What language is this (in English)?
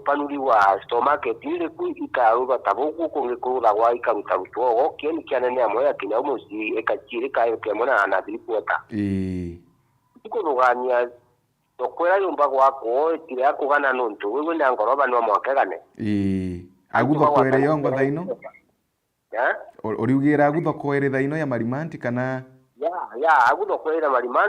Meru